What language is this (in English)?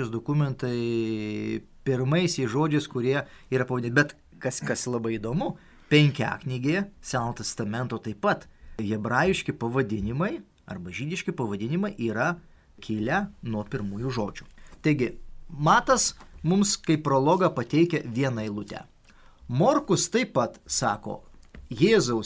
Lithuanian